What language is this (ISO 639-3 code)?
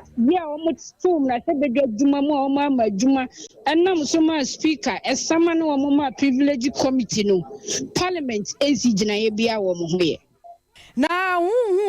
aka